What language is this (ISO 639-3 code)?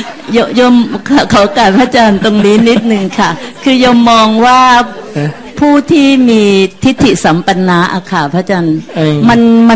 tha